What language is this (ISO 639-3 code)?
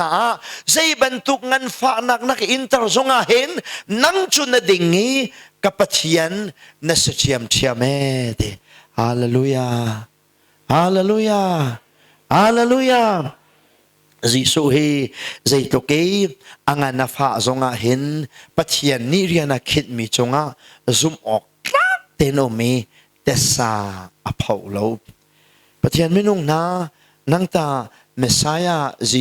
cnh